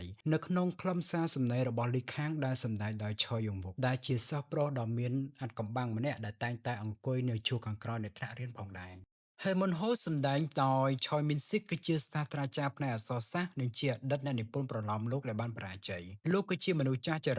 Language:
Khmer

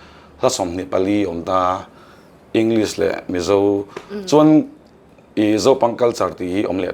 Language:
Mizo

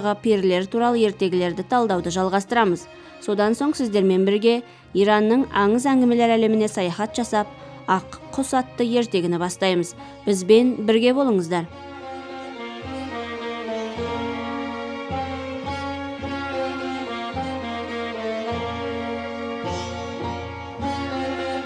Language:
Kazakh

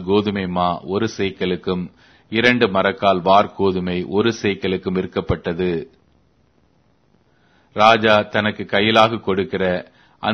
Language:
Tamil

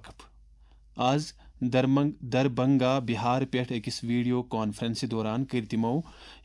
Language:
Kashmiri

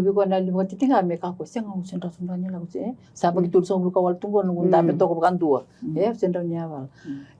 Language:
Fijian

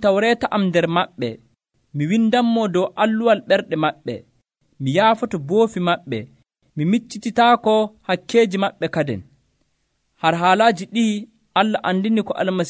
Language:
Nigerian Fulfulde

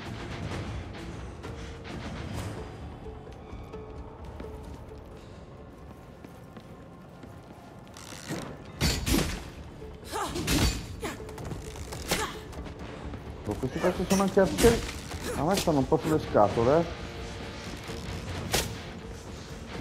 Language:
Italian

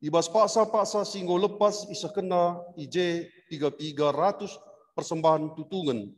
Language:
Batak Karo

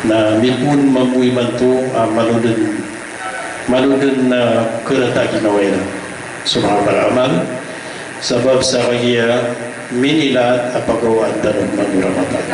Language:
Maranao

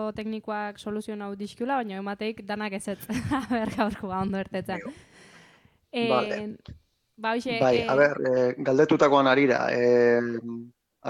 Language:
Basque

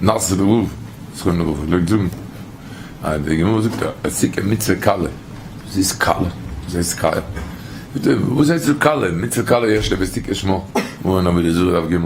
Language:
Yiddish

